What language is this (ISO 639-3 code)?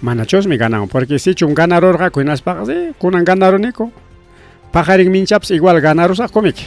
quy